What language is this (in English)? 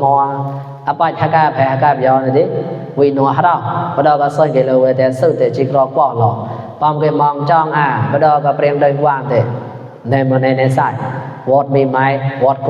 Mon